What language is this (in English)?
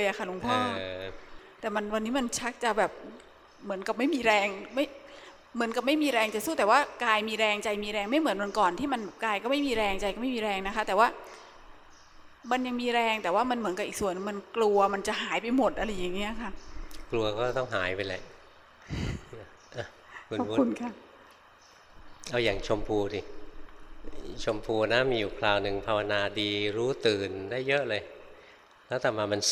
Thai